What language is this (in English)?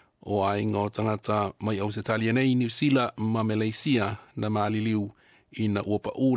Samoan